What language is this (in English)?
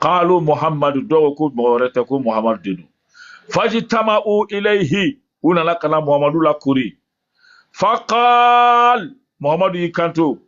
Bambara